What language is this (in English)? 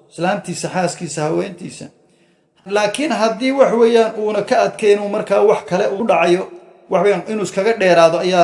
Somali